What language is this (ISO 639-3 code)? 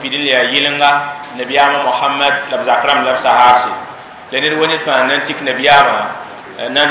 mos